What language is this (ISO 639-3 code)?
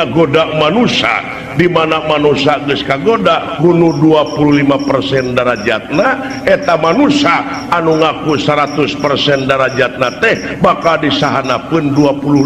sun